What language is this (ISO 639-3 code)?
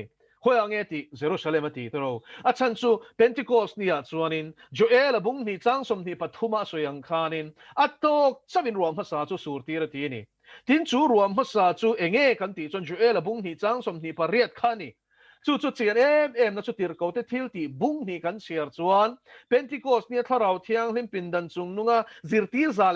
lus